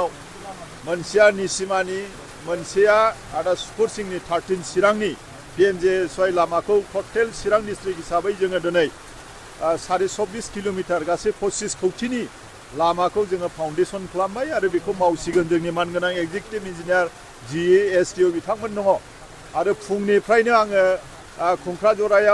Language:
Bodo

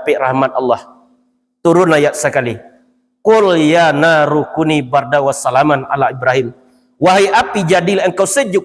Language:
Minangkabau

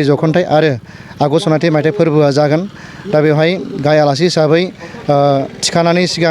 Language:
Bodo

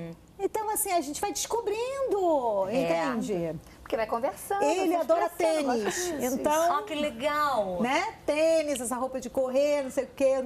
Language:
Portuguese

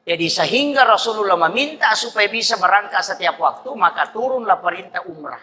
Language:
Buginese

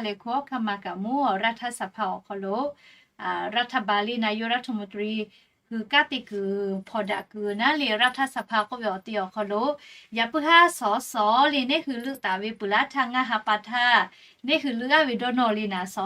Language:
Lahu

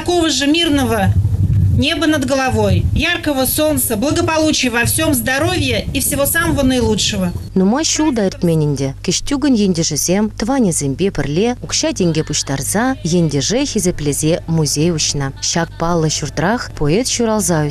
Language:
Chuvash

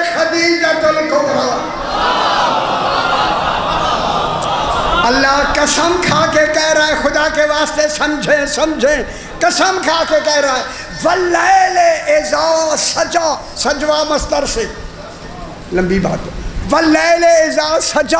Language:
Urdu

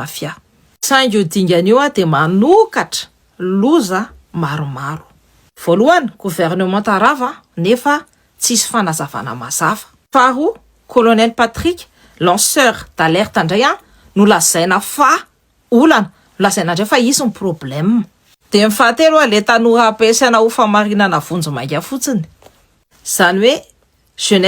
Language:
Malagasy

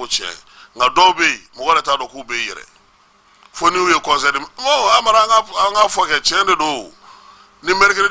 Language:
Bambara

